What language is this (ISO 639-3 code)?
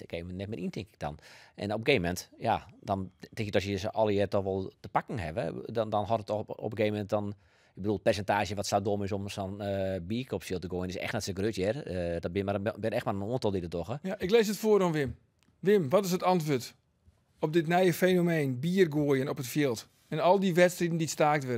fry